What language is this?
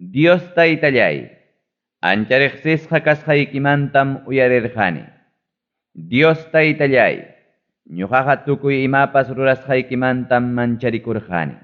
Ayacucho Quechua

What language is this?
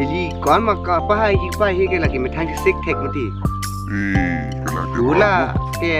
Karbi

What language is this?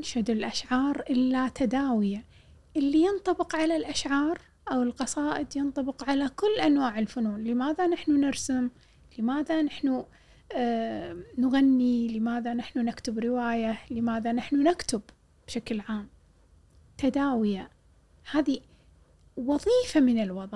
Gulf Arabic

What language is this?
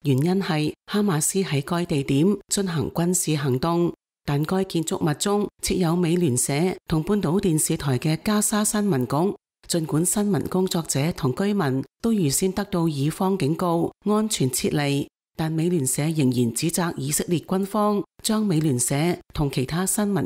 Cantonese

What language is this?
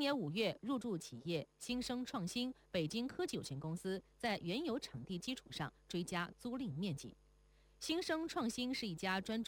Chinese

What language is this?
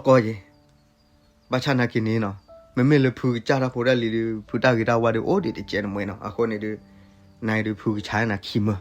S'gaw Karen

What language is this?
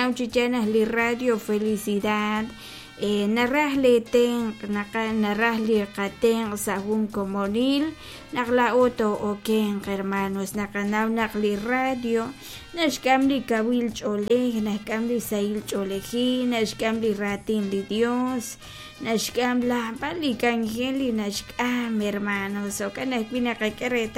Kekchí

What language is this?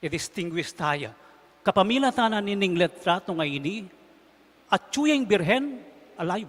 Pampanga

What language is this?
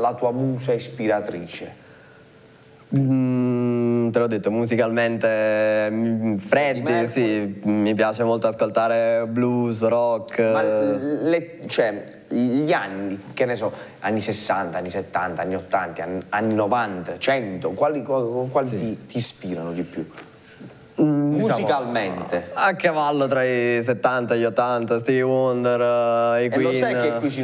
Italian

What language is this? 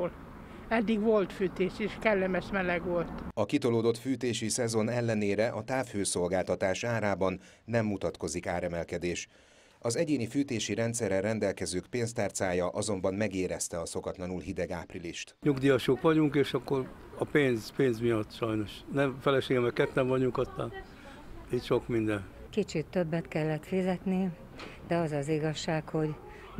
Hungarian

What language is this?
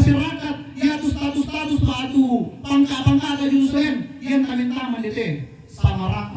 Toraja-Sa'dan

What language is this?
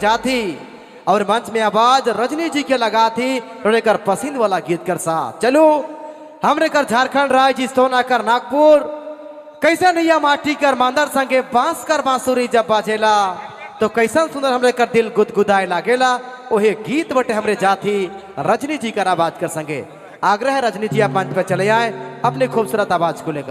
Sadri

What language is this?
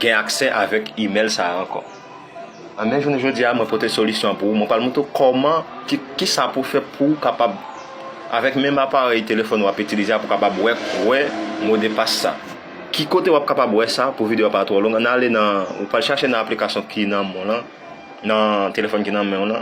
Haitian Creole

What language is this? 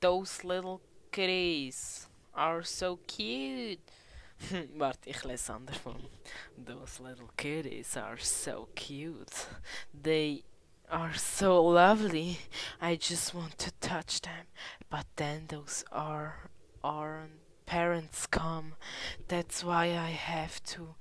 Swiss German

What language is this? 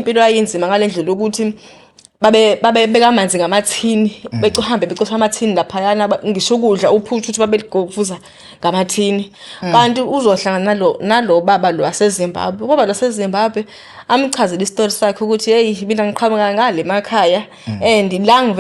Zulu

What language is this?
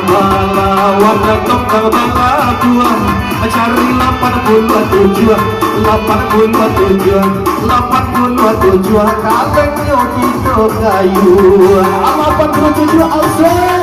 Minangkabau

